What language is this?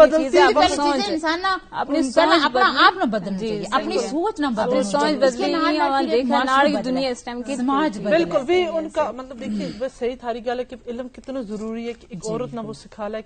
Gujari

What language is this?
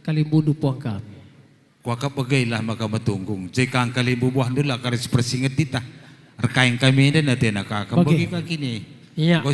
Batak Karo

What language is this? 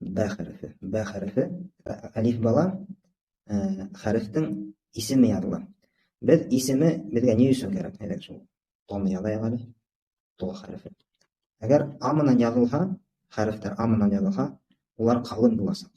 Bashkir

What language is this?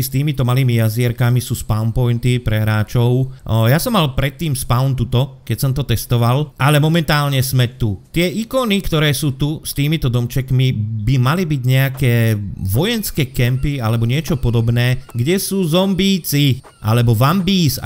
Slovak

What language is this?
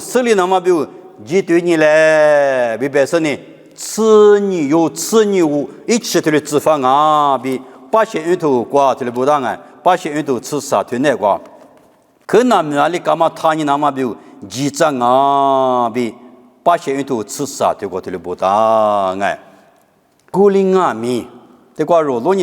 Lisu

